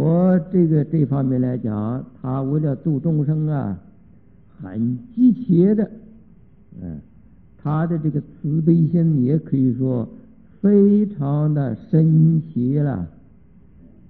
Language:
Chinese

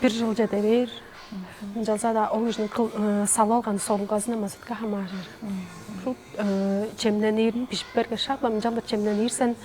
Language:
Tuvinian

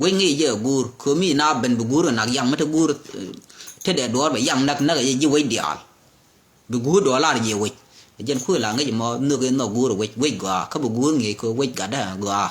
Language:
Nuer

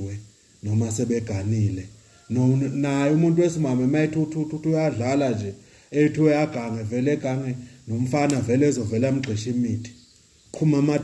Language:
Zulu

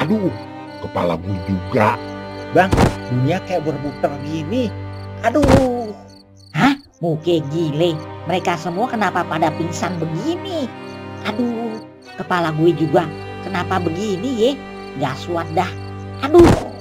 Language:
Betawi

